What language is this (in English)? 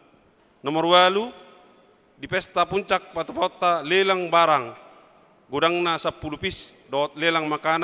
Batak Toba